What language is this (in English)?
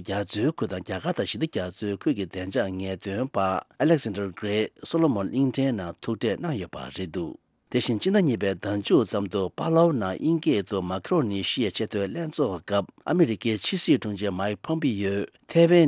Tibetan